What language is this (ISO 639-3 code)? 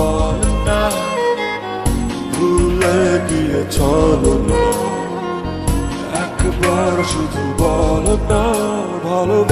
ben